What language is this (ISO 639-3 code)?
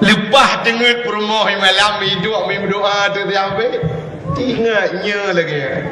ace